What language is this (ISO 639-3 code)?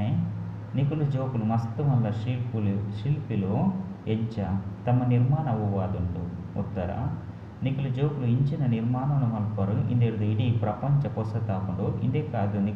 tcy